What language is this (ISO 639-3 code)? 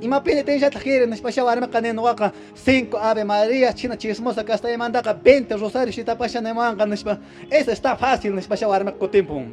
que